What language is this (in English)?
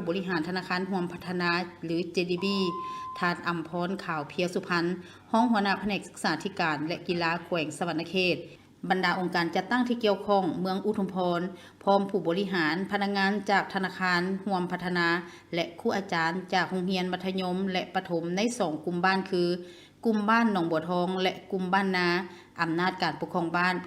Lao